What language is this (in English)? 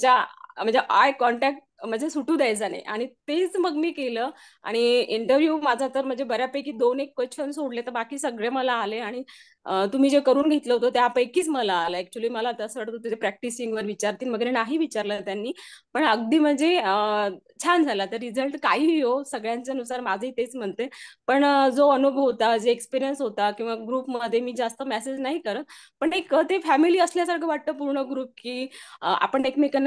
Marathi